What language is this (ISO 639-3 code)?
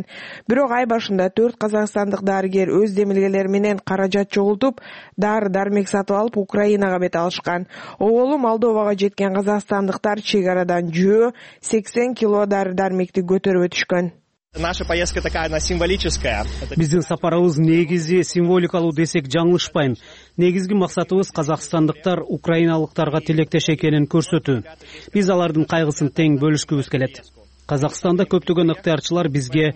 kir